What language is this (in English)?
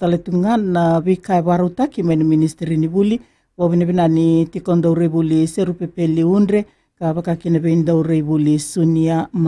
Fijian